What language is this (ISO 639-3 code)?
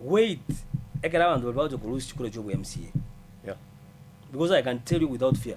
guz